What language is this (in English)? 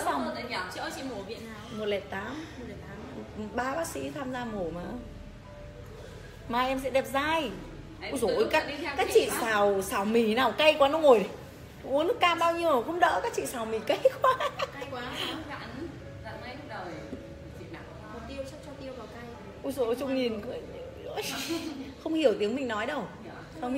Vietnamese